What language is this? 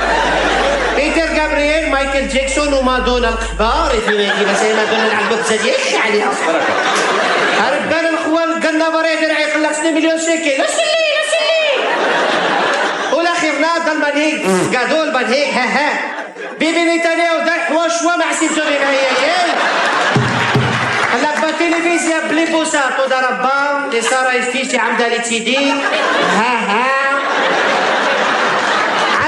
Hebrew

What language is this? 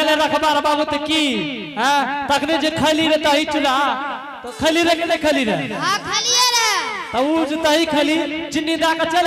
Angika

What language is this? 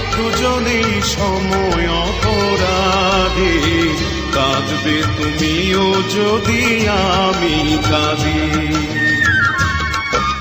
Bangla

